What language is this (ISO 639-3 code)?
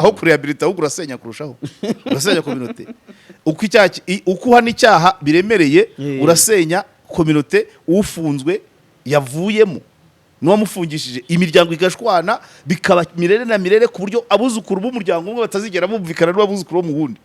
kin